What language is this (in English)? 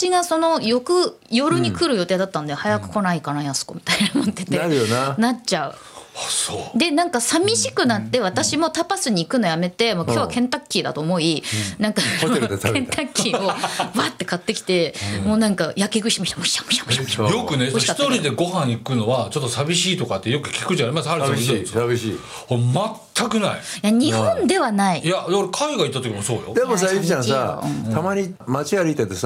Japanese